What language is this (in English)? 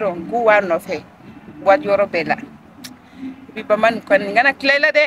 Bambara